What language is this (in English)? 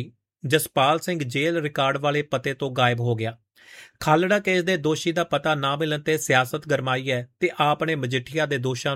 Punjabi